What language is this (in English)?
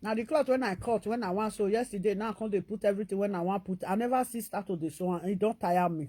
Nigerian Pidgin